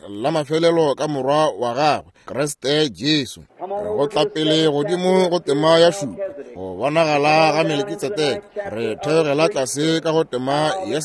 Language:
Northern Sotho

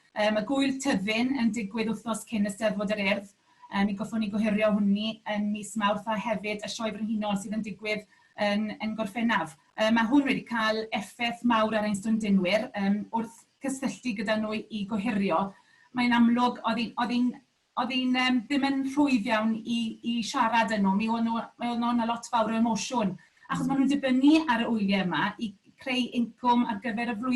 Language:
Welsh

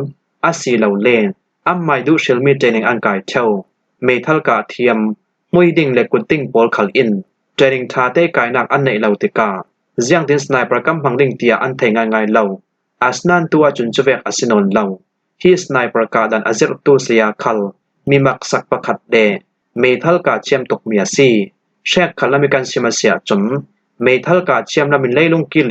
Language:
Falam Chin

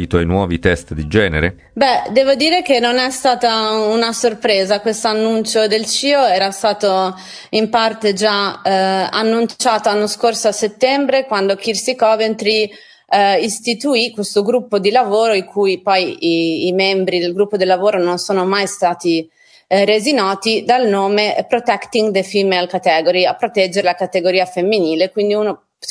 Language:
Italian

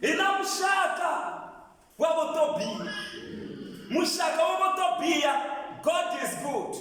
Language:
Tsonga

